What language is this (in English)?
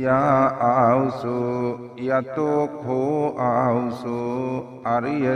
Sinhala